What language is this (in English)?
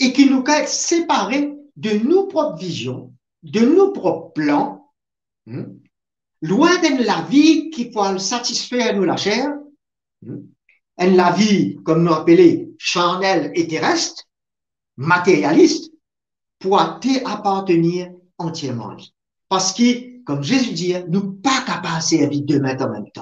Morisyen